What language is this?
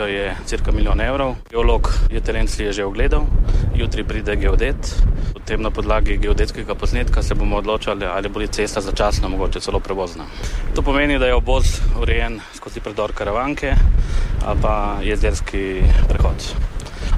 Slovenian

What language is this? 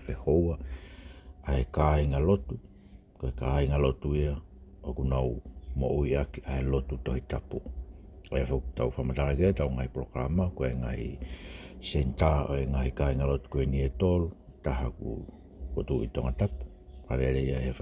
Tongan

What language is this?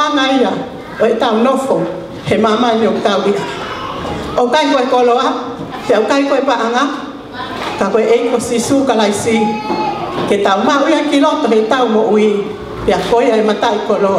Tongan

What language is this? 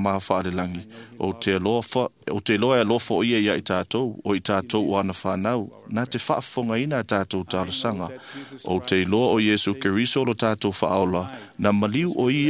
Samoan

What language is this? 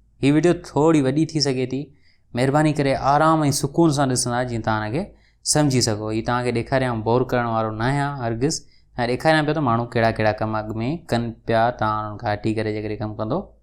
Sindhi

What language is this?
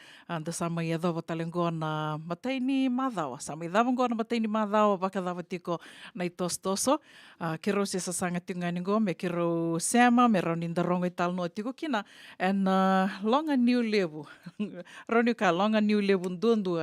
Fijian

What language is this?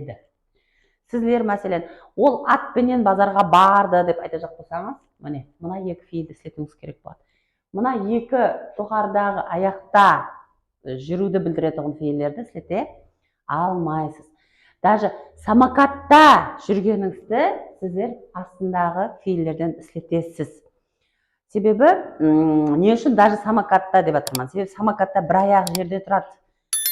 Kara-Kalpak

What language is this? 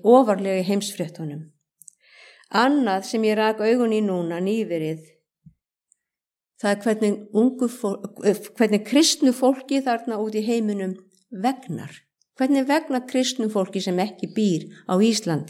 Icelandic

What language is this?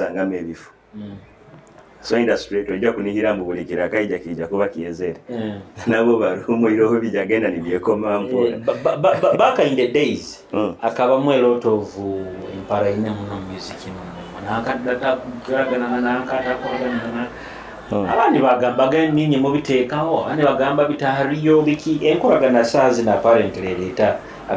Nyoro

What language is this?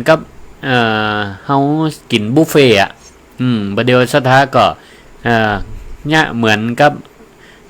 Northern Thai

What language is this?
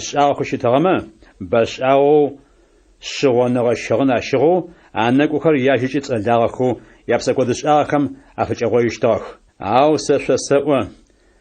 Adyghe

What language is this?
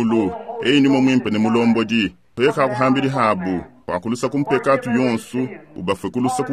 Luba-Lulua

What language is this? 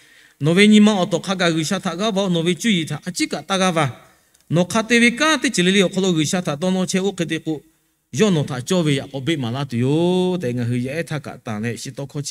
Lahu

